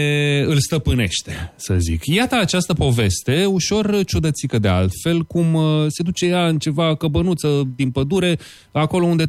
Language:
Romanian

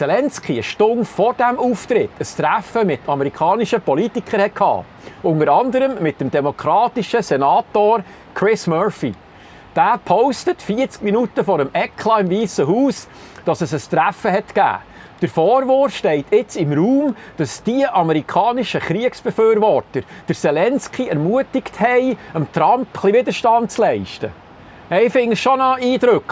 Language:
Swiss German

